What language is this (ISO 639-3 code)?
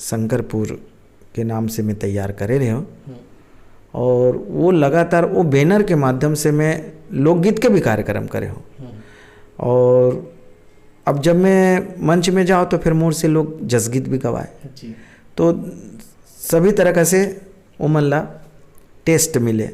hne